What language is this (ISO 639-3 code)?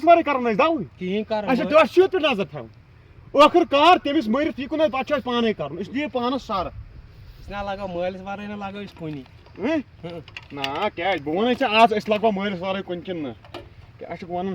kas